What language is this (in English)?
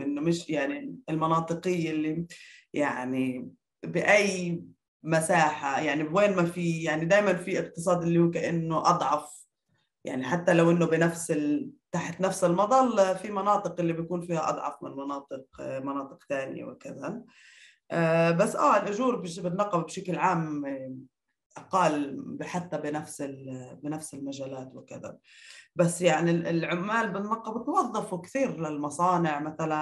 North Levantine Arabic